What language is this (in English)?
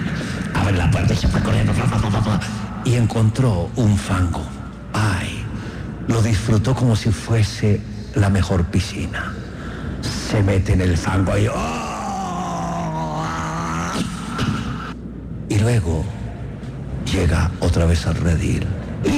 Spanish